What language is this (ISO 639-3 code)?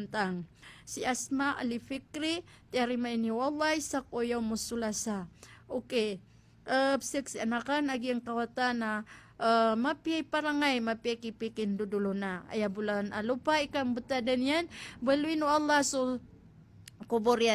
mrw